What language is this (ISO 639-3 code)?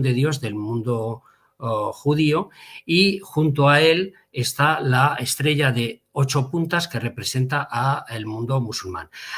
lad